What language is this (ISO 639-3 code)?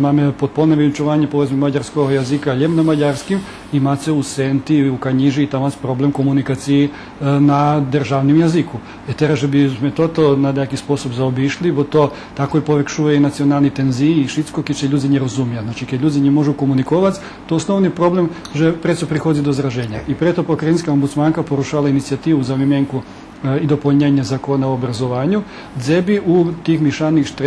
rue